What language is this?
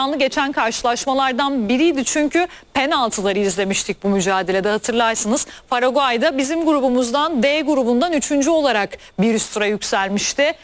Turkish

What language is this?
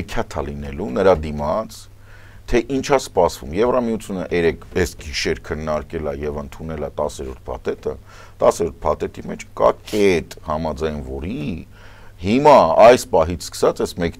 Armenian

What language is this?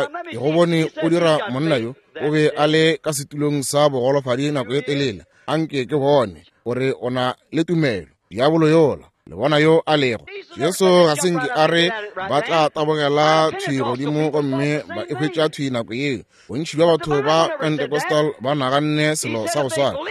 Northern Sotho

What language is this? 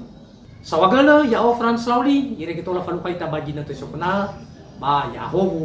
Nias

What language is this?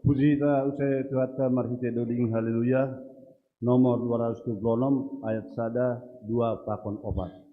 Batak Simalungun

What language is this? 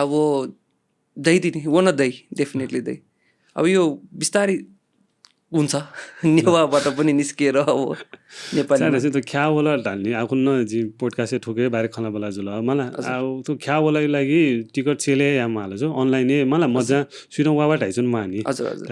Newari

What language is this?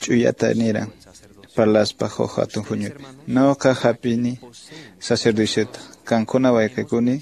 Quechua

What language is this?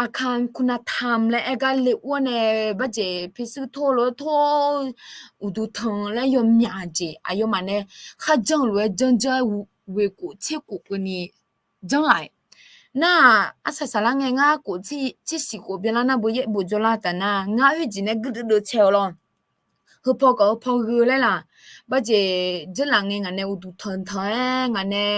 Akha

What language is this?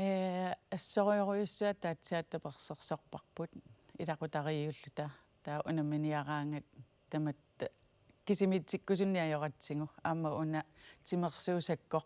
Kalaallisut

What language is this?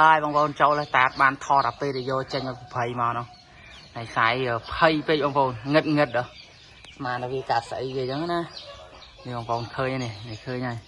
Khmer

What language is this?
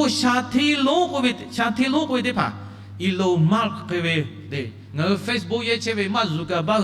Lahu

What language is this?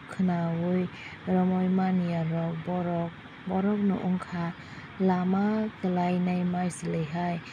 Kok Borok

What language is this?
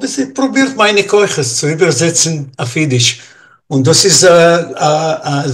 Yiddish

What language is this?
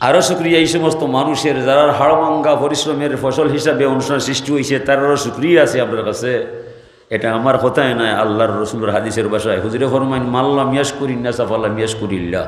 Sylheti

